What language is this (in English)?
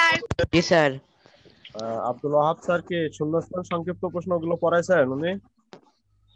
Bangla